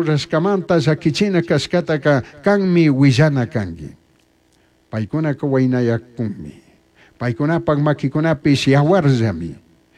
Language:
Chimborazo Highland Quichua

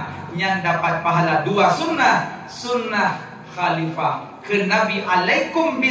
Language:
Achinese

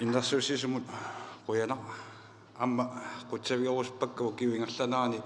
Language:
Kalaallisut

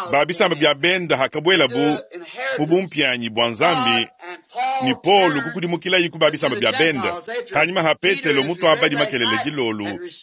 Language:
Luba-Lulua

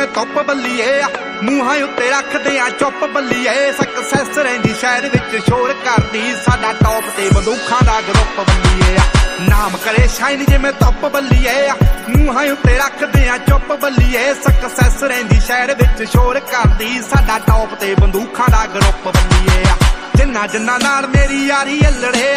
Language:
Punjabi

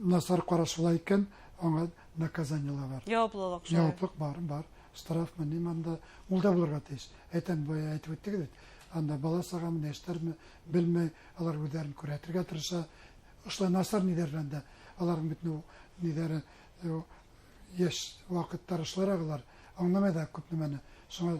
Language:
Bashkir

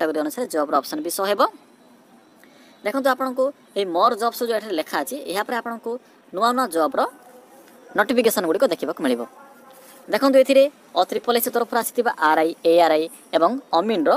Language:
Odia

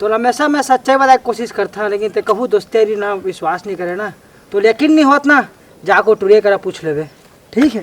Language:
Chhattisgarhi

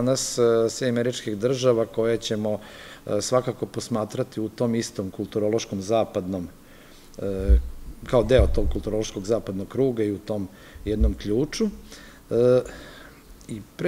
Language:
Serbian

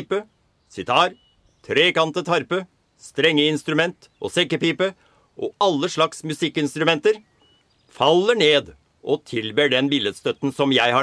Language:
Norwegian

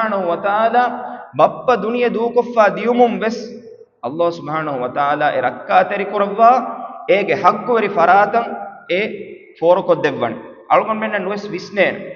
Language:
Divehi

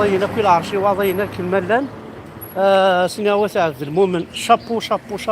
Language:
Kabyle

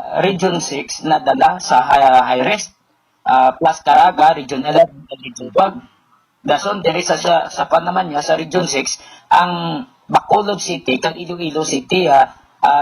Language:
Hiligaynon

